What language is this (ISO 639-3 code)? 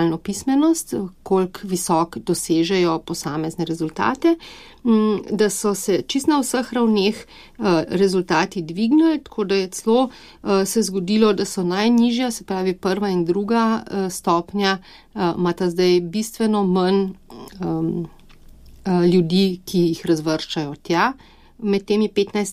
slv